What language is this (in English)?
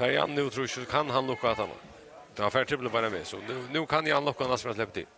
Faroese